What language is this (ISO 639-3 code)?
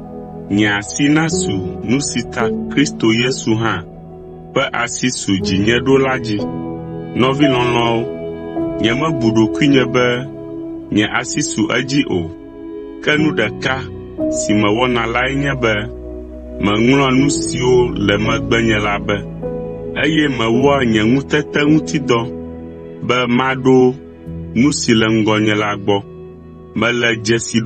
ewe